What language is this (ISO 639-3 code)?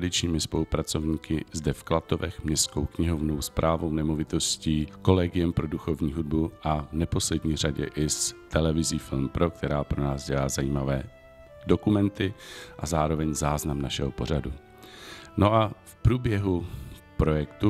ces